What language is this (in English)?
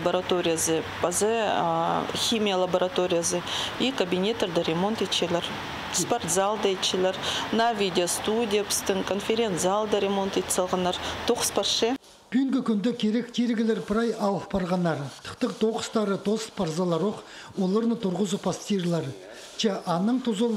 Khakas